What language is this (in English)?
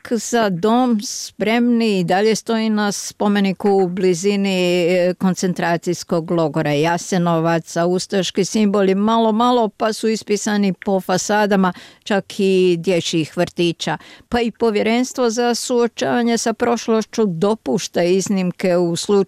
Croatian